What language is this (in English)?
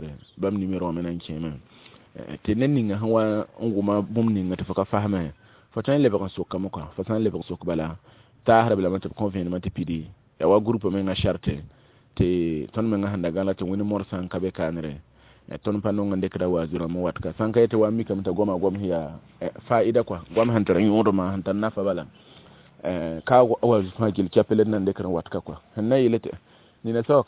Mossi